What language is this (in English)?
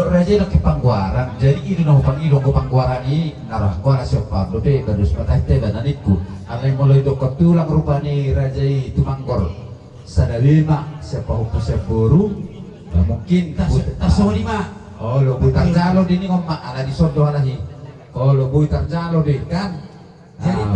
Batak Toba